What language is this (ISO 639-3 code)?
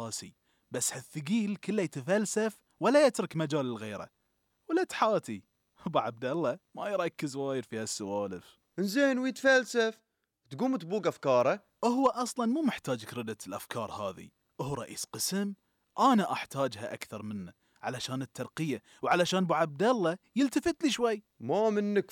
afb